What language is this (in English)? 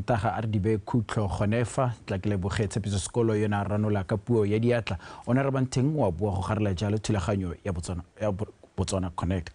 Tswana